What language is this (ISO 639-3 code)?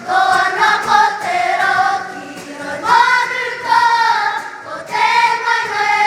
mri